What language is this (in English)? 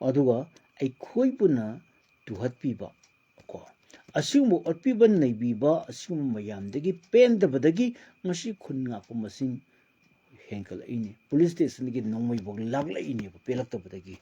Manipuri